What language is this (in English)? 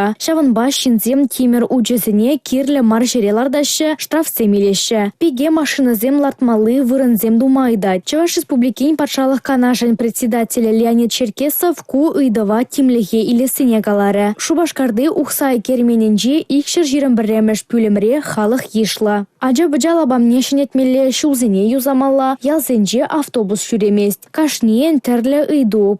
Chuvash